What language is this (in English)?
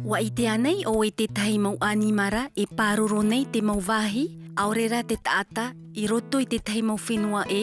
Tahitian